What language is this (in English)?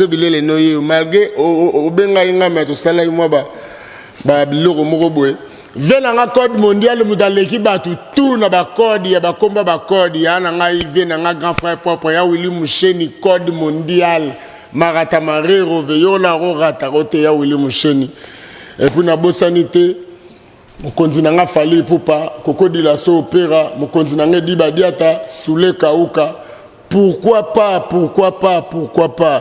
Lingala